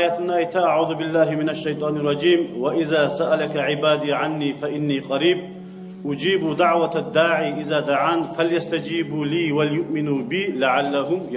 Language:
Kumyk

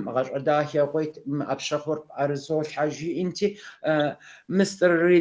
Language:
Kabardian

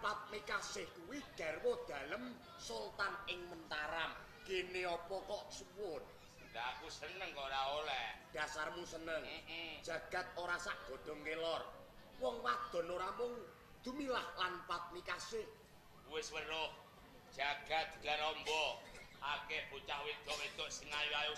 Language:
Javanese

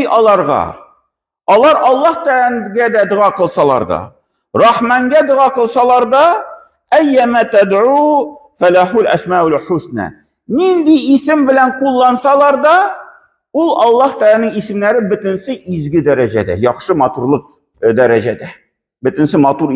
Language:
Tatar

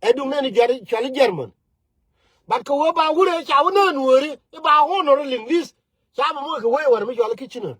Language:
Nuer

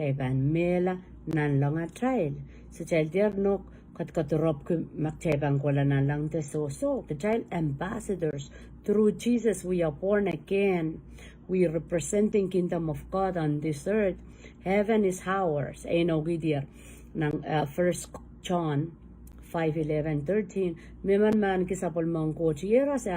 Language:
Pohnpeian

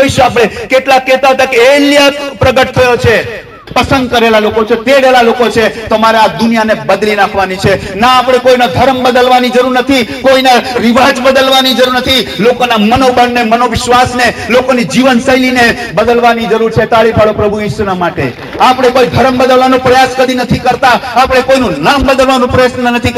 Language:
Gujarati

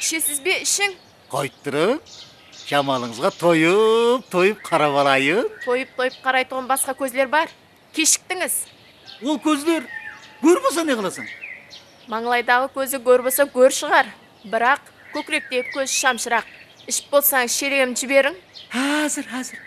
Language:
Kara-Kalpak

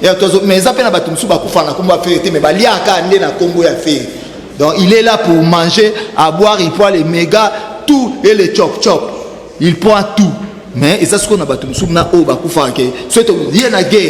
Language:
Lingala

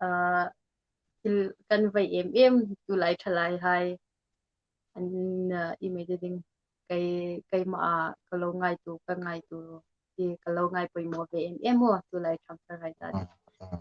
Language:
Hmar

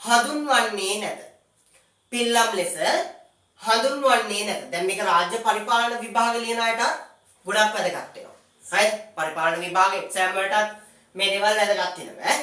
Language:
Sinhala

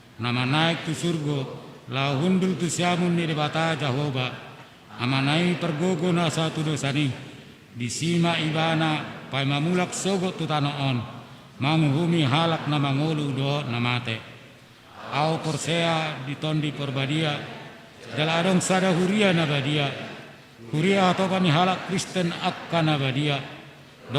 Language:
Batak Toba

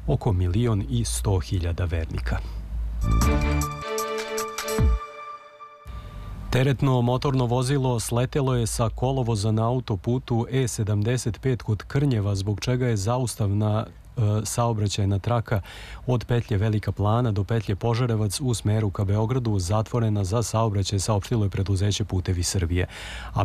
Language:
Serbian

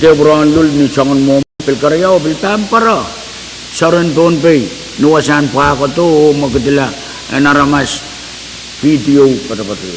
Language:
Pohnpeian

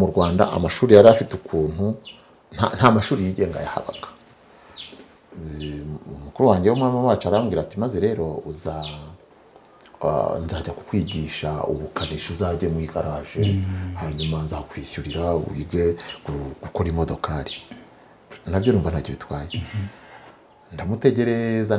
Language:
Kinyarwanda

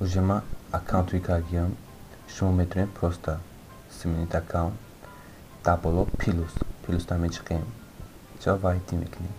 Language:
Tajik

